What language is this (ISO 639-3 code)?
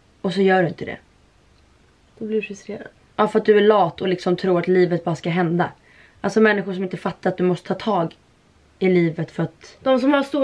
swe